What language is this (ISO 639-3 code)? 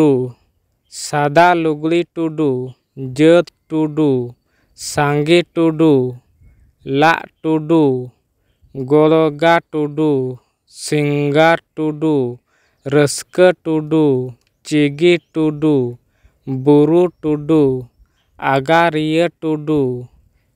sat